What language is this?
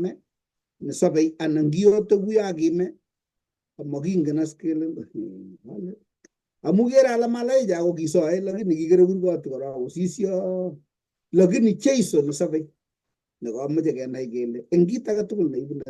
Kalenjin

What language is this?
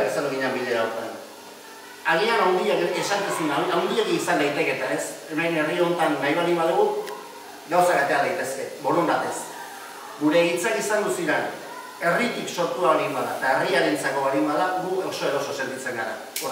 Basque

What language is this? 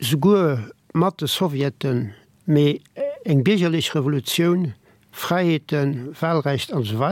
Luxembourgish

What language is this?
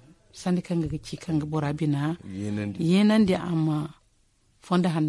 Zarma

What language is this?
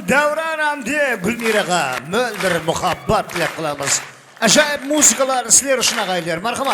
Kara-Kalpak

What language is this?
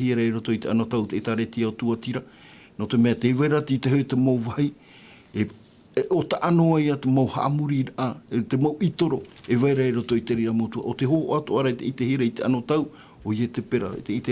Tahitian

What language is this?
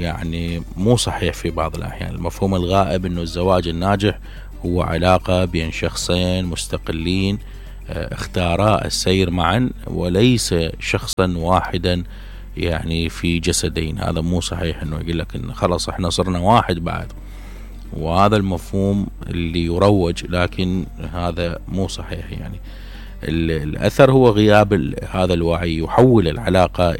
Mesopotamian Arabic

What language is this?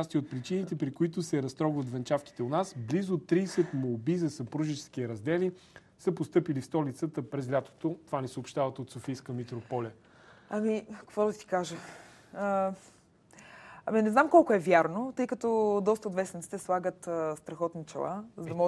Bulgarian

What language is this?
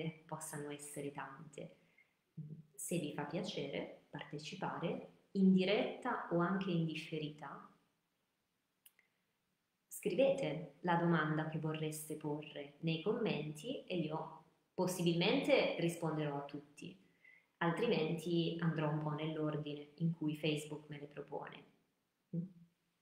Italian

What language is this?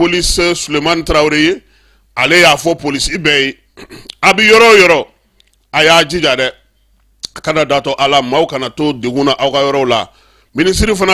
Bambara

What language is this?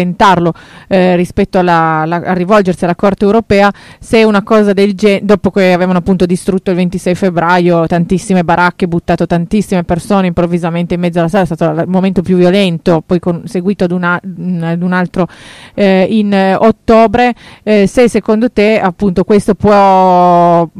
Italian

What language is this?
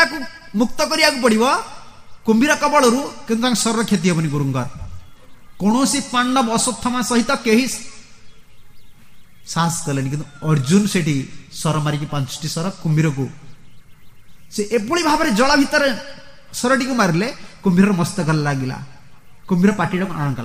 Odia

